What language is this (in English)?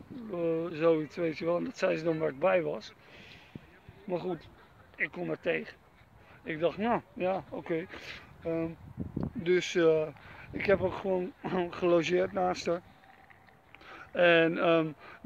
Dutch